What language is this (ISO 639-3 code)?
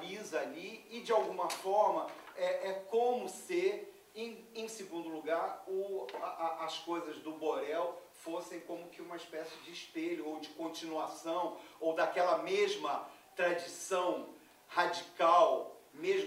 por